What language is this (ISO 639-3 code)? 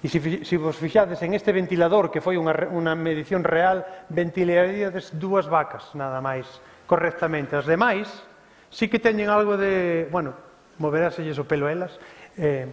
glg